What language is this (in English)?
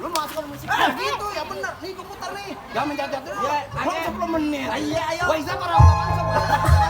Betawi